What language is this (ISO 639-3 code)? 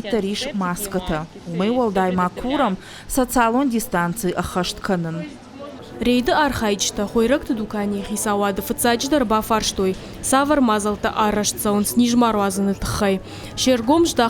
oss